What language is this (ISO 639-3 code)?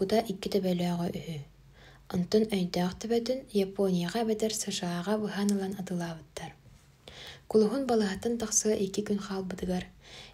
sah